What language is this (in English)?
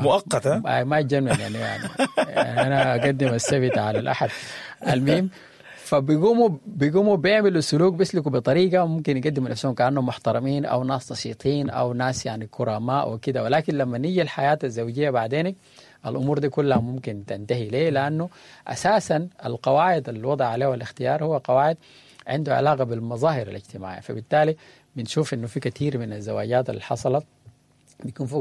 Sudanese Arabic